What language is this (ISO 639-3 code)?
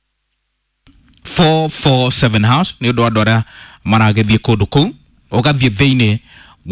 kik